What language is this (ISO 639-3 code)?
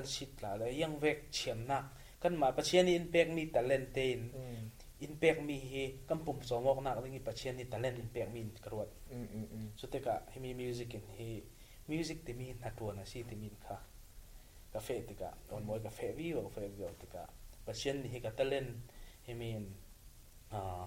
cfm